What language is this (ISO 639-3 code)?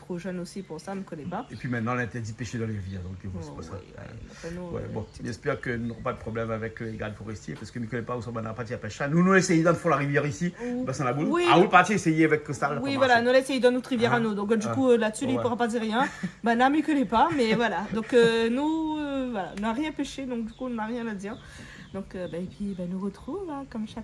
rcf